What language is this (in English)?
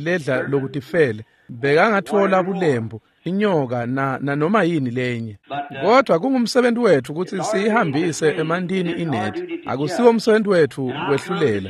Swati